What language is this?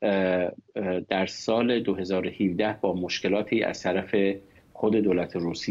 Persian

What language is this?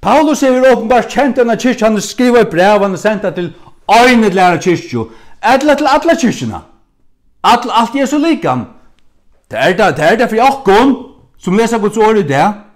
Faroese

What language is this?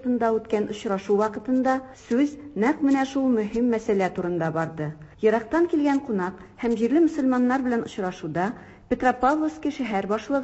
Tatar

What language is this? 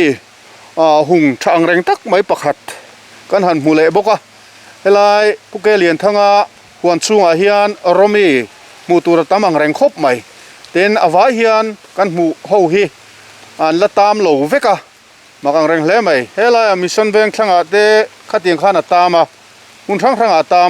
Mizo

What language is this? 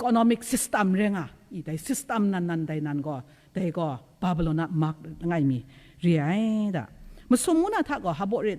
Kachin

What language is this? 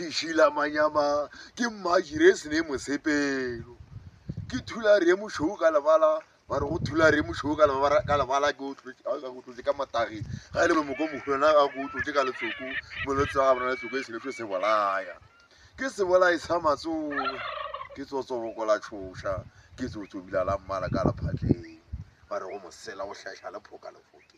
Northern Sotho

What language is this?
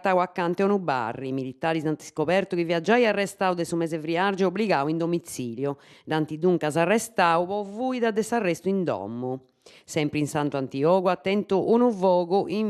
Sardinian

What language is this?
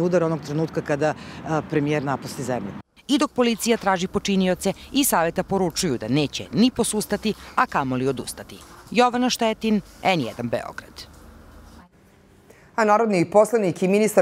Serbian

